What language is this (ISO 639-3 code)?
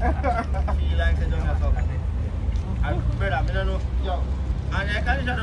jam